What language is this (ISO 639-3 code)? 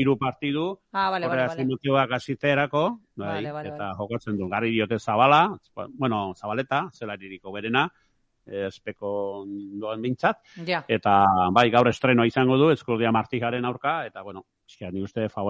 eus